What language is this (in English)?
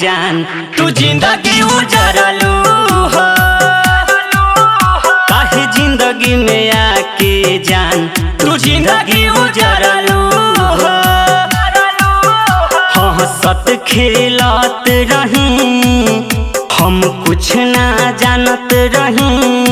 Bhojpuri